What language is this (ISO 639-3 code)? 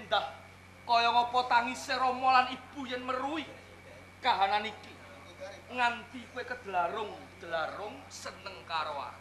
jav